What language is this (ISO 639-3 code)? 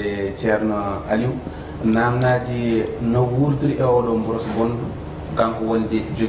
ful